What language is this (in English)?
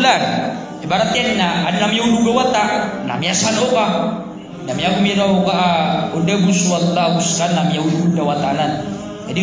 Maranao